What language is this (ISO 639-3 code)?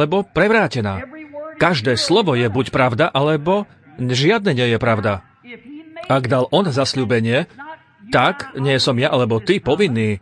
slk